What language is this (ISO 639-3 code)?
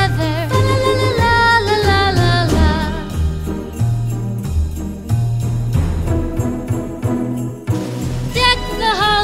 eng